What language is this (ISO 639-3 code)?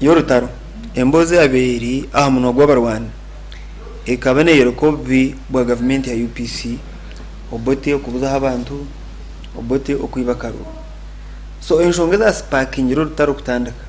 nyn